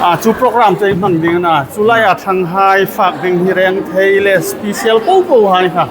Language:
Hmar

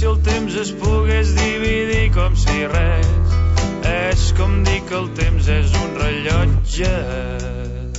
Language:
Catalan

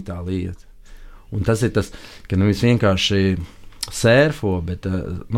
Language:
Latvian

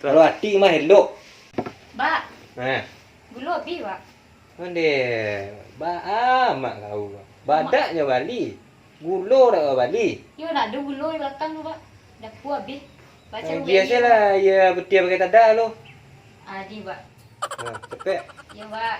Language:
Minangkabau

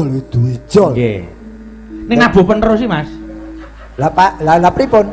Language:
Javanese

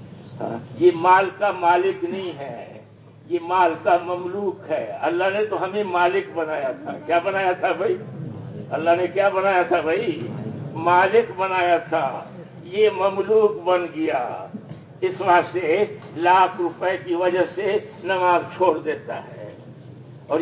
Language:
Urdu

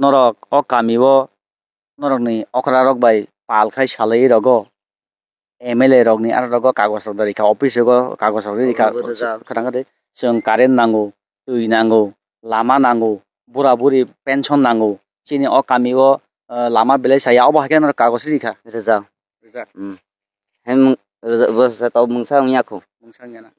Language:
Kok Borok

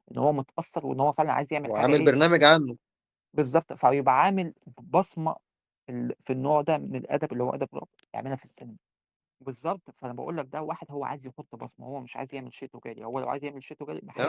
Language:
Egyptian Arabic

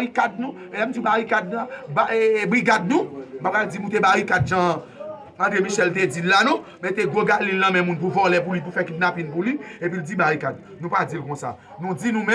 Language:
Haitian Creole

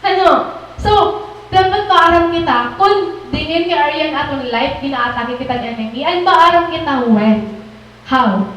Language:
Waray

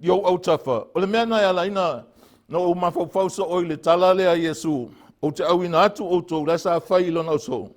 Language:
Samoan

